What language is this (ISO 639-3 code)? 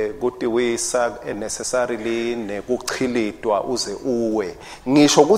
ssw